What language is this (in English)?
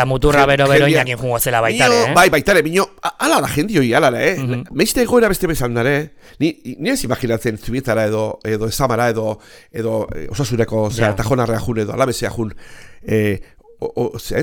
Basque